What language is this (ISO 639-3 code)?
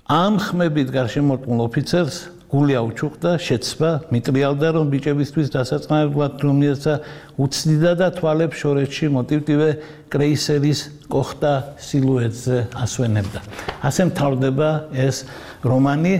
kat